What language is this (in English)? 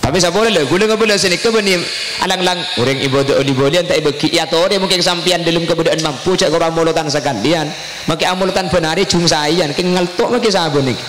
Madurese